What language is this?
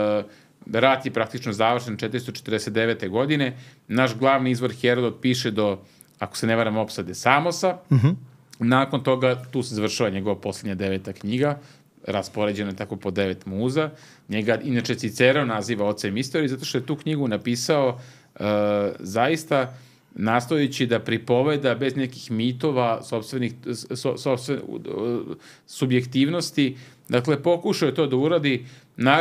Serbian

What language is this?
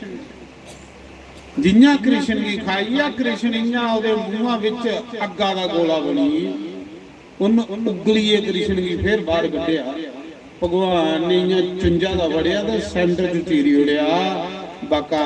Dogri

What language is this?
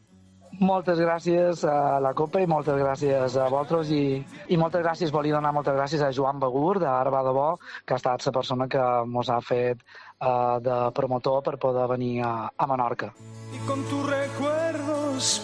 Catalan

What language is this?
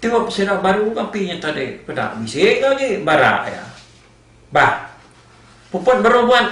Iban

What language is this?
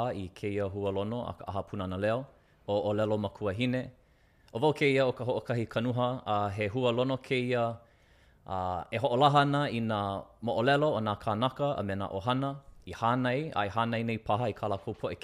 Hawaiian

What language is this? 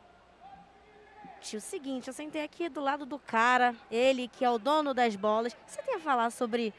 Portuguese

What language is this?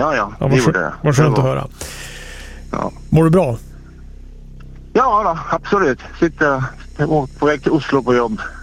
Swedish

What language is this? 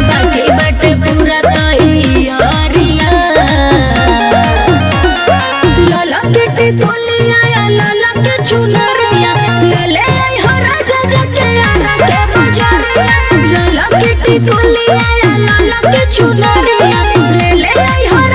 Bhojpuri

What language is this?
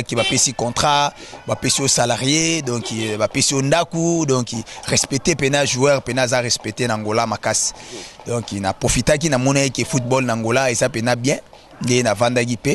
Lingala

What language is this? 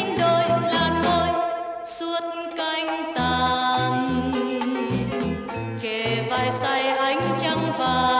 Vietnamese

